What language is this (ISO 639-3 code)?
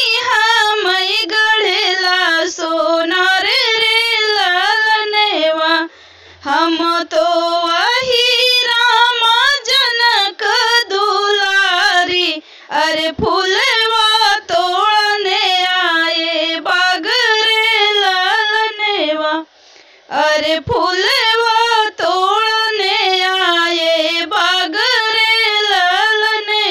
bho